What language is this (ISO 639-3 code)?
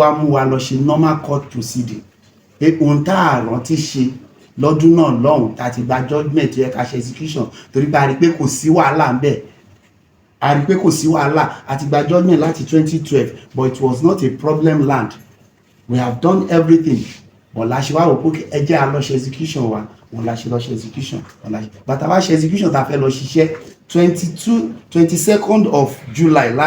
yor